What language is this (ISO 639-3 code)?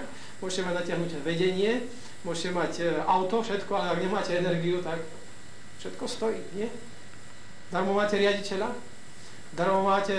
slk